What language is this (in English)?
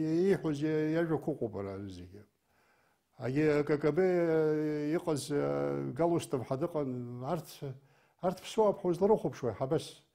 Abkhazian